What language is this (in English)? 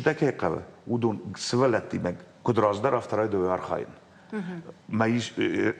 Ossetic